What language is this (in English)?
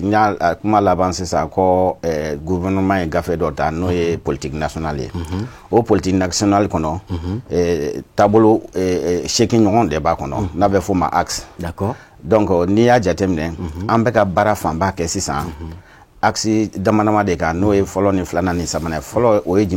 Bambara